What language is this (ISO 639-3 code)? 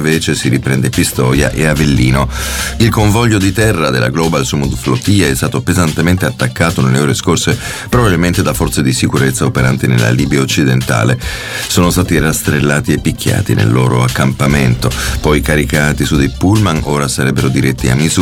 ita